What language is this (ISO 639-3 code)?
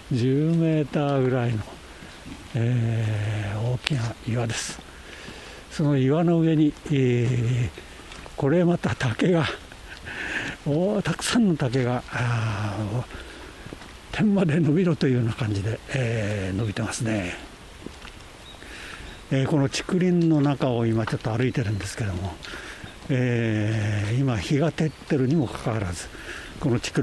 jpn